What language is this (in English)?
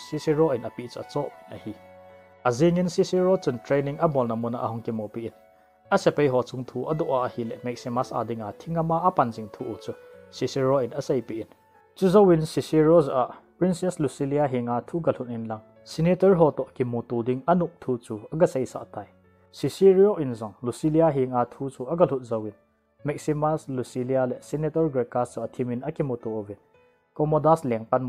Thado Chin